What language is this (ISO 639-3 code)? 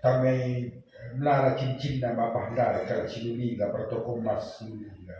btx